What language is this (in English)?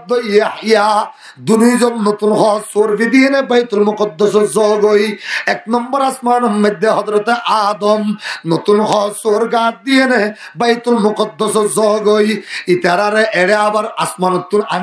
Rohingya